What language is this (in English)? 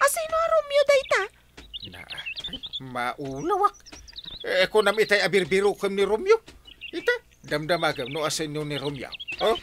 Iloko